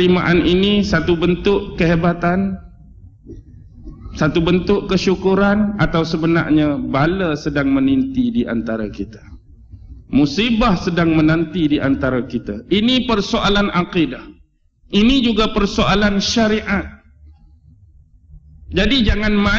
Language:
Malay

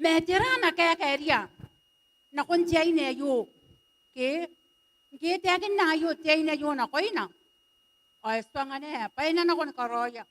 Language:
Gilbertese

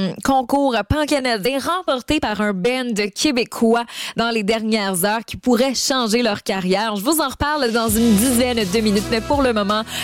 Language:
French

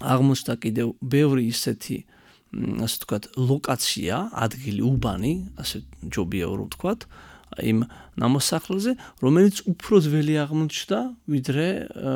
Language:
Georgian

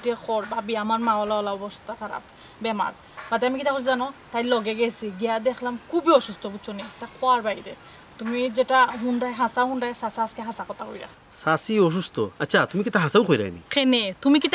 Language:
Sylheti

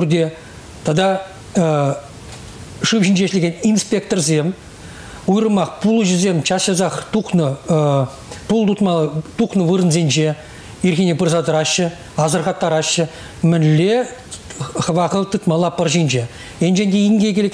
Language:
Chuvash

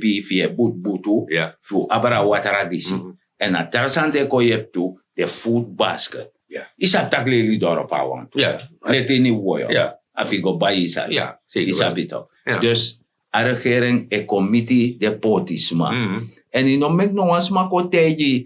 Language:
Sranan Tongo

